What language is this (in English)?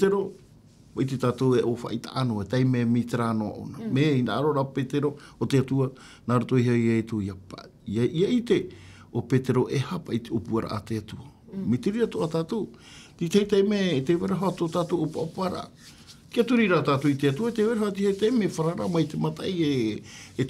Tahitian